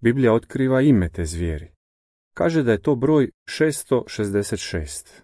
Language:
Croatian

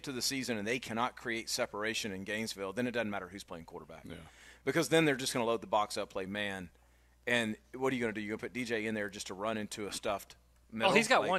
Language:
English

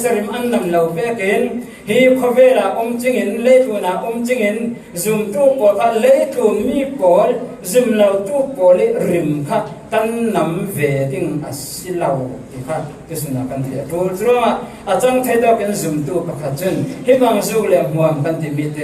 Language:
Falam Chin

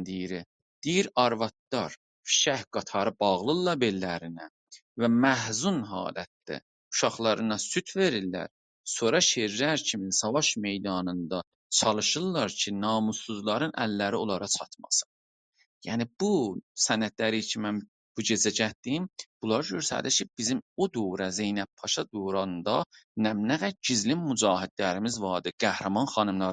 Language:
South Azerbaijani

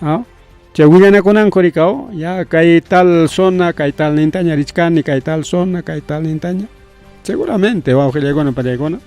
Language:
Ayacucho Quechua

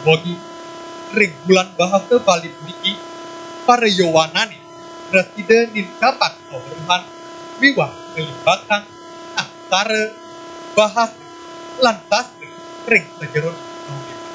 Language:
Balinese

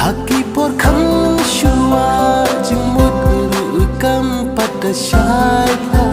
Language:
Khasi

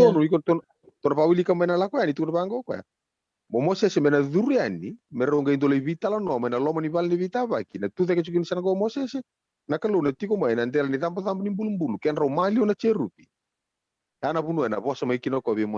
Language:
Fijian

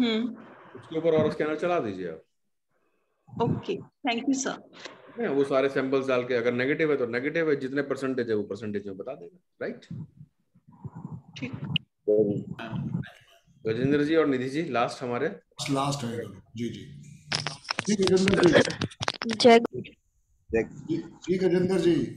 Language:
Hindi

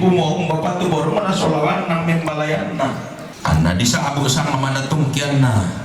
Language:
Toraja-Sa'dan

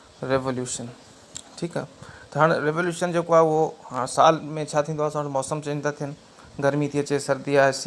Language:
Sindhi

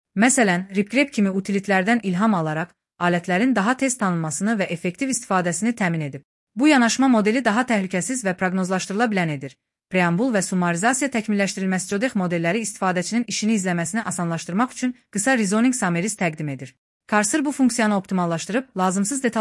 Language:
Azerbaijani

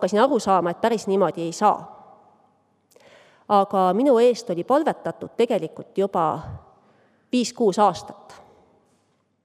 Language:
Estonian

